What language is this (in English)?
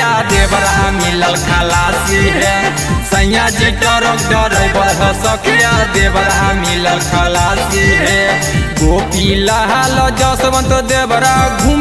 Bhojpuri